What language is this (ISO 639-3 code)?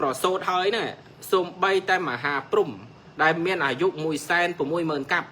khm